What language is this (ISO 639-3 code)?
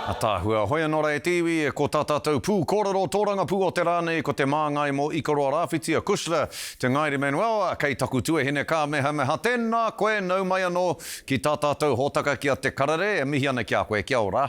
mri